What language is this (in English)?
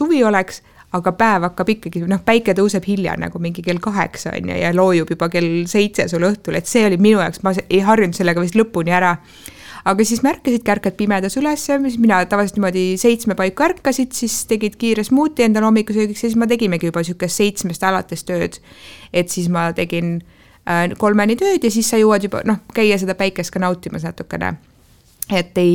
Estonian